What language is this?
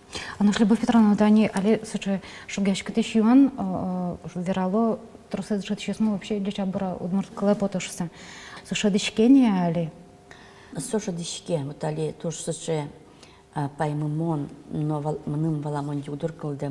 Udmurt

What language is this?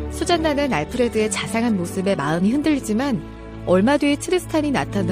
Korean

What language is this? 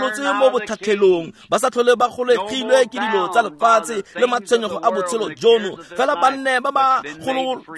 Tswana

